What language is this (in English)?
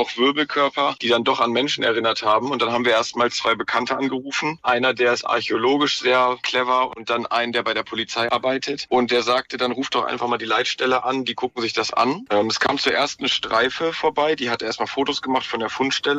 German